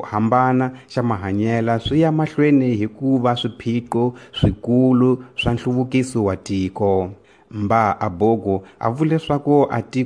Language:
Tsonga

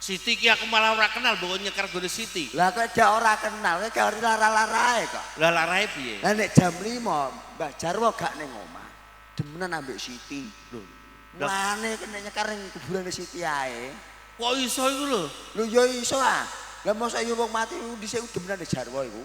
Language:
Javanese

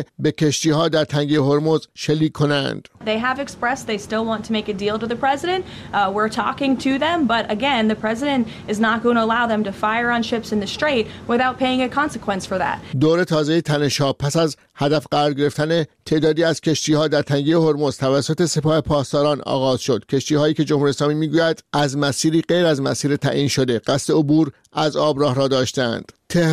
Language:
Persian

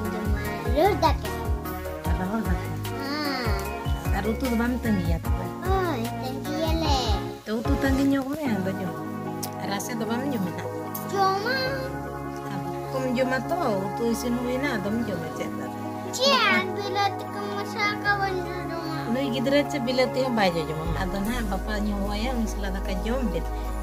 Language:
Santali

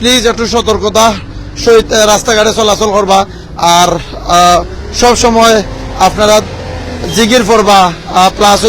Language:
Sylheti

